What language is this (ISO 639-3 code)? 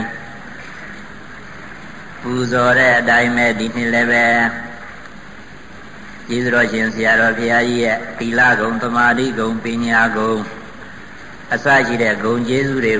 mya